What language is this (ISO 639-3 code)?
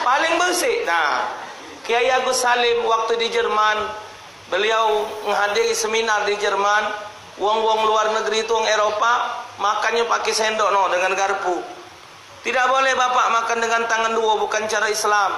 mui